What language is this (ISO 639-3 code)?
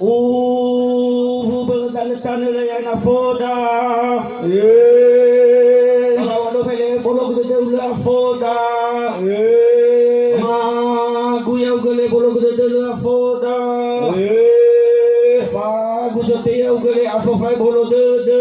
nia